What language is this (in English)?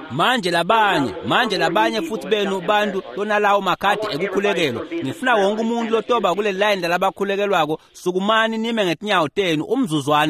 Swati